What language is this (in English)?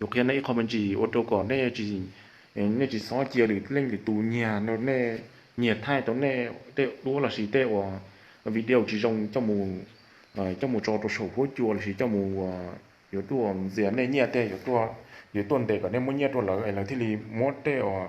Hmong